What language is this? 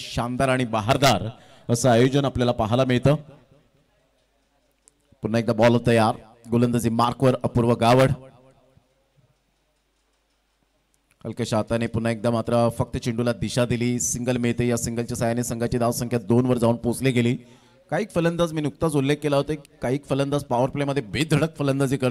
Marathi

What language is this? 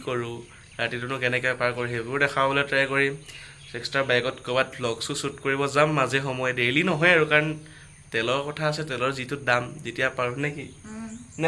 Assamese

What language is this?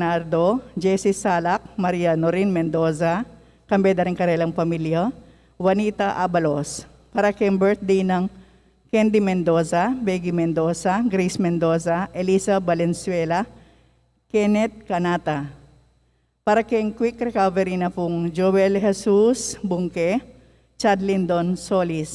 Pampanga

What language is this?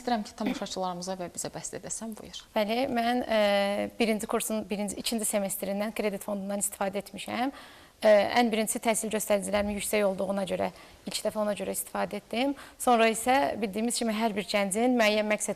Azerbaijani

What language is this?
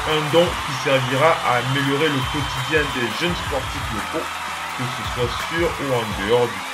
French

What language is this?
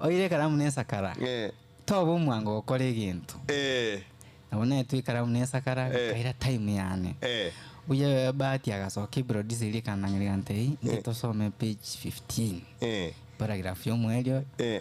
Gusii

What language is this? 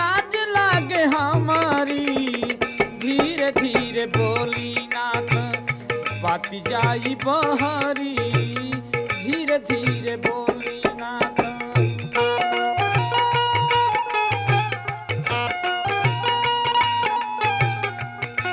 Bhojpuri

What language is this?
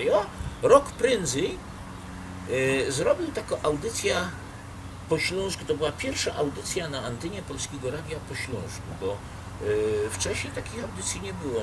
Silesian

